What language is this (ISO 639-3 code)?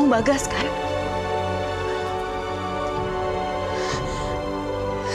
ind